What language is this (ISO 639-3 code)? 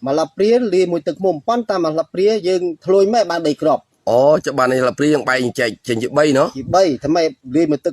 khm